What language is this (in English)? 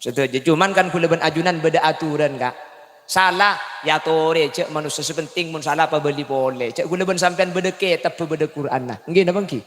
Madurese